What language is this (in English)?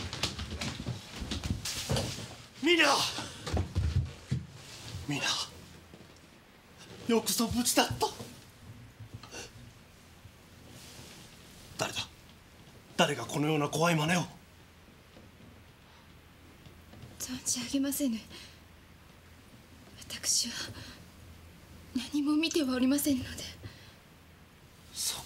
Japanese